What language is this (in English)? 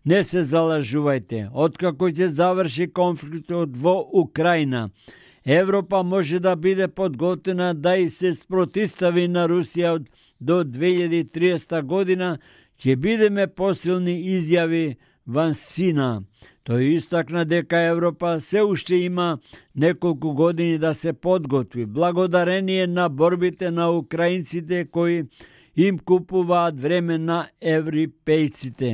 Macedonian